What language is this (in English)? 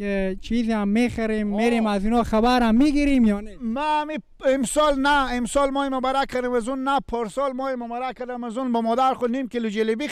Persian